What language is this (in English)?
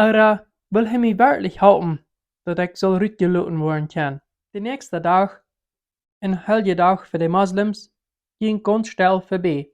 Plautdietsch